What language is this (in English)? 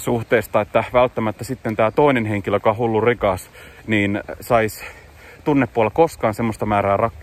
Finnish